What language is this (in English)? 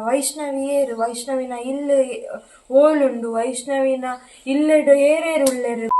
Tulu